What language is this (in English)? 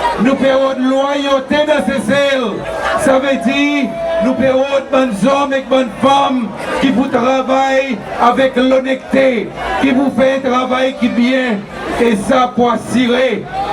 Seselwa Creole French